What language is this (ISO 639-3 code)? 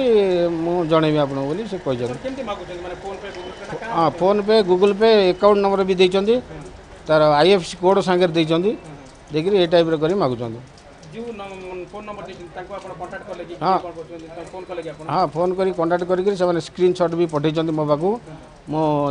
ori